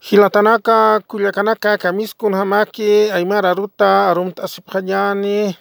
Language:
Aymara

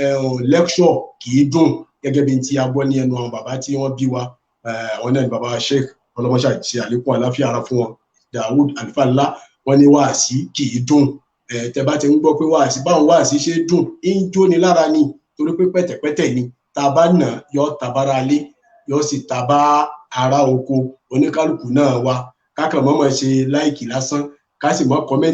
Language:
Yoruba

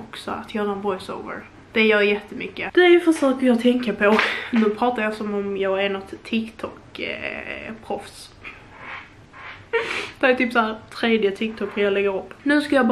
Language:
Swedish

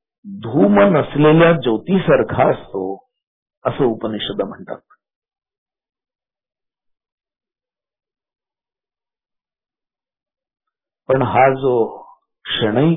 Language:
Marathi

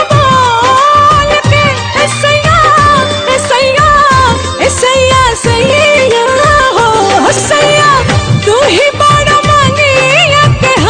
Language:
Bhojpuri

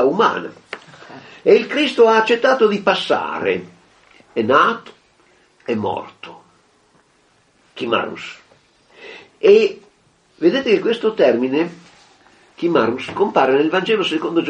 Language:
Italian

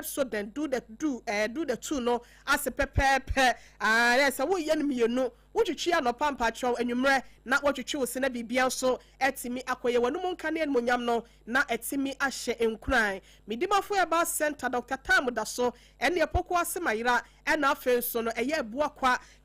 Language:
Akan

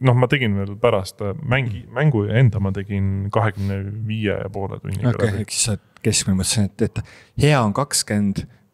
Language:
Estonian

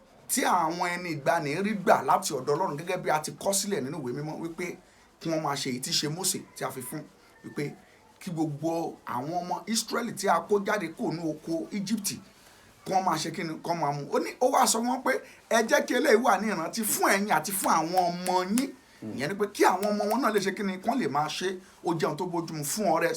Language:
Yoruba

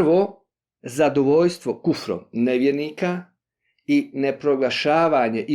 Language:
Bosnian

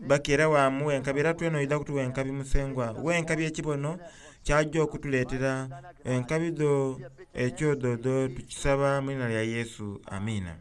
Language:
Soga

